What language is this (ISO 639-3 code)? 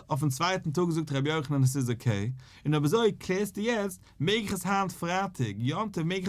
yid